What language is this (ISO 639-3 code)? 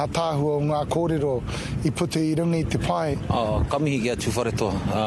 mri